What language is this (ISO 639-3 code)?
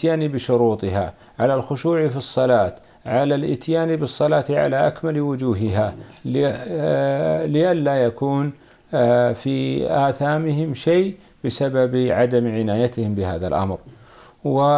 ara